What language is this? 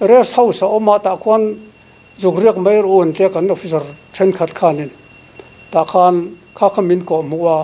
Mizo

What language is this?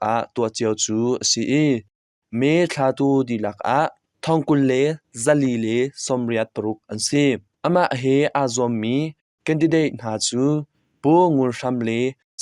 Hakha Chin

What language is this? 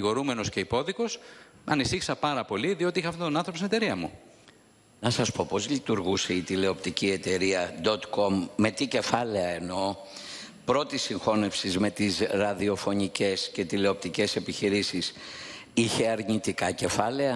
Greek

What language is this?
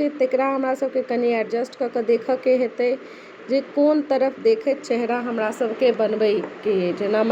Maithili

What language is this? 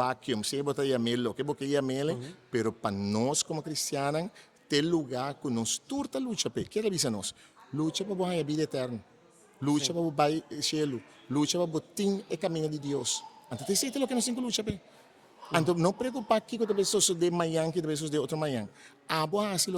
Papiamento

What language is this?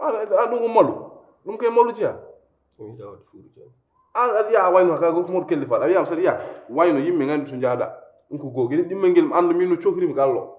Fula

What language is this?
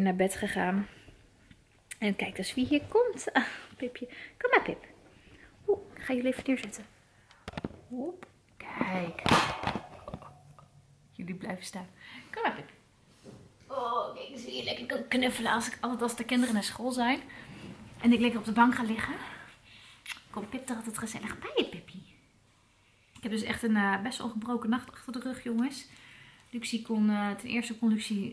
Dutch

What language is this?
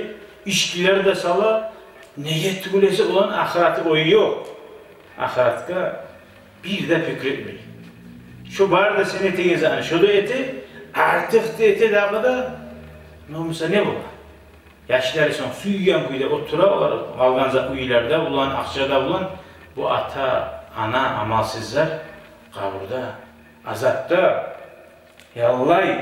Kumyk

